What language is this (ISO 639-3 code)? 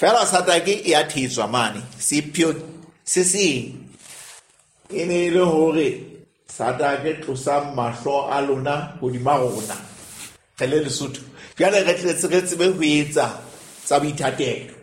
sot